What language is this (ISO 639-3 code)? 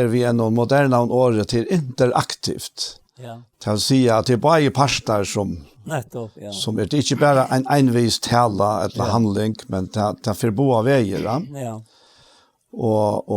fao